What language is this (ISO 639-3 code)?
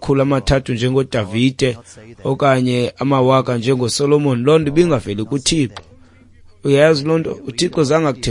xho